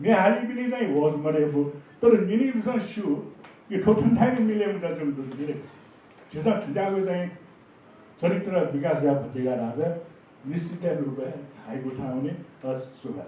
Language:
Newari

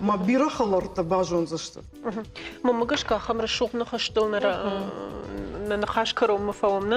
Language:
Ossetic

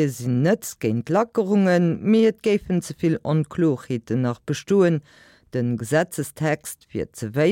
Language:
Luxembourgish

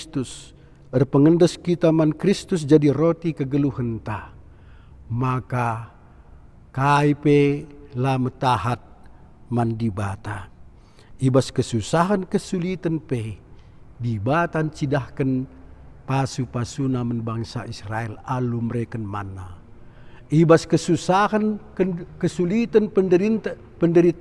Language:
Batak Karo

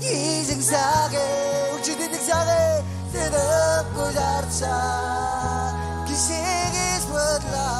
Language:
Marshallese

